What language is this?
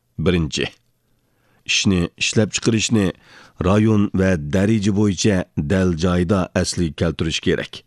Uyghur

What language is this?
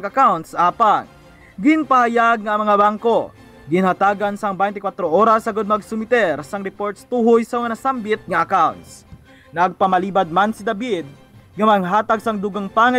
Hiligaynon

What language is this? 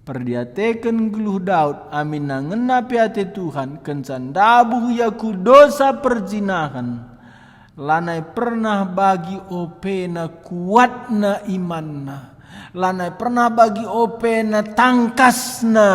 Batak Karo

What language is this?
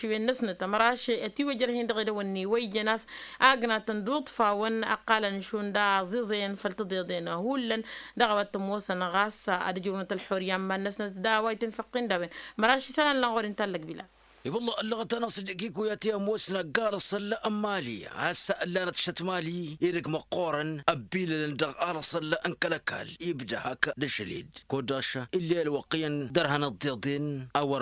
Tamasheq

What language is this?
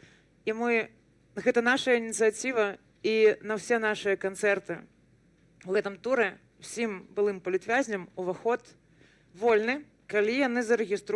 Belarusian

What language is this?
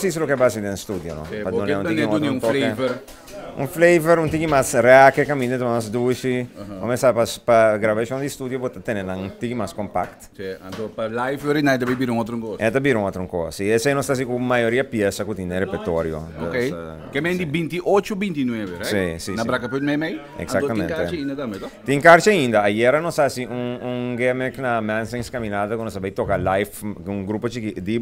Papiamento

